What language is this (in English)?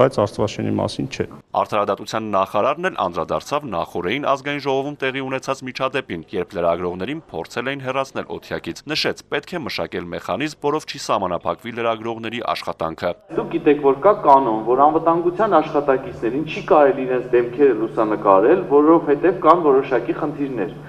Armenian